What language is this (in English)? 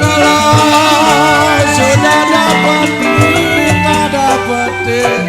Betawi